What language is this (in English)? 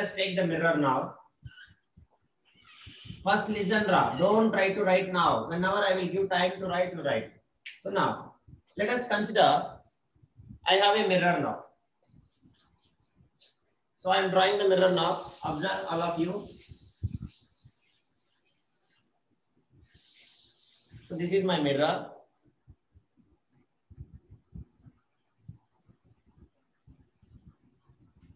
English